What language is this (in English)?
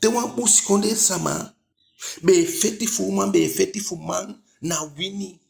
Eastern Maroon Creole